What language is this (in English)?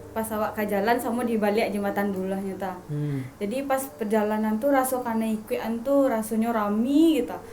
Minangkabau